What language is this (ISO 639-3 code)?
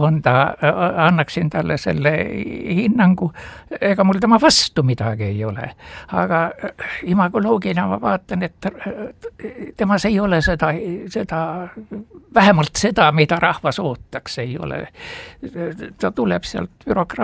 est